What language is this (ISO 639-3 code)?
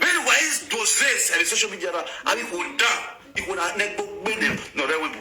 pcm